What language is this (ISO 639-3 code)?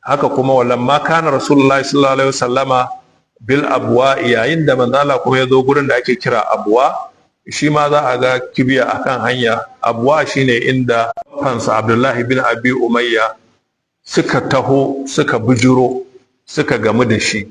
hau